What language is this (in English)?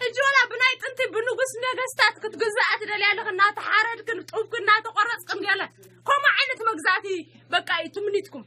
Tigrinya